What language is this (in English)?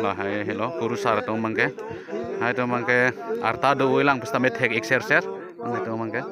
Karbi